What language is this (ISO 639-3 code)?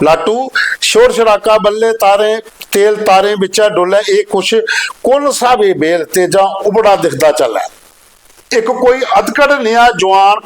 doi